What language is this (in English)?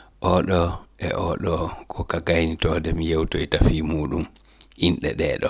Fula